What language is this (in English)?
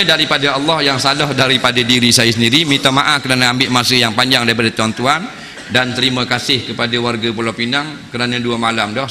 Malay